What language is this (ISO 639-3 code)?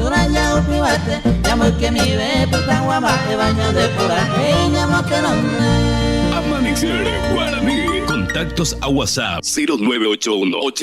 grn